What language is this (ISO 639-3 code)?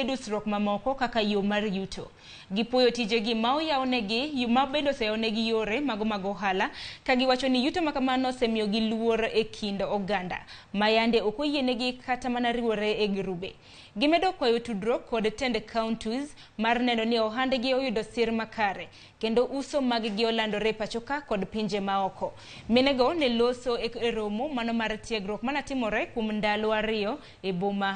luo